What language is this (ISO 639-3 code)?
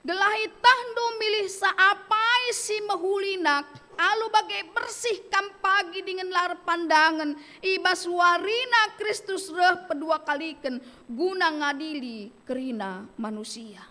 btx